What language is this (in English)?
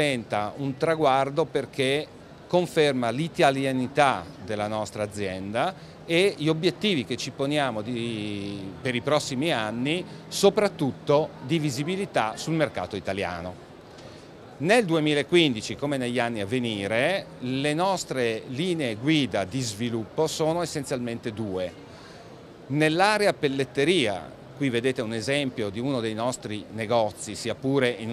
Italian